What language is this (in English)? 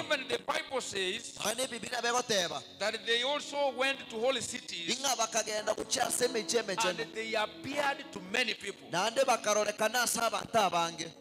Gusii